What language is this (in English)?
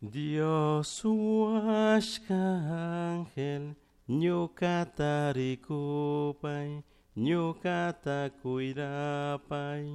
Chimborazo Highland Quichua